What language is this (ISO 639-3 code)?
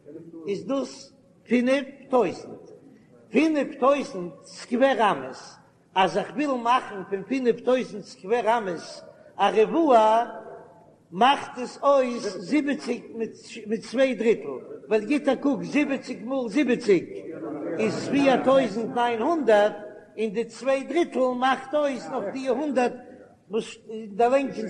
yid